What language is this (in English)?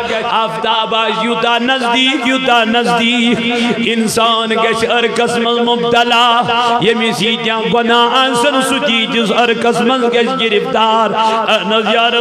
Kashmiri